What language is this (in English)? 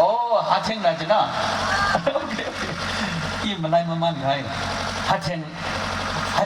Tangkhul Naga (India)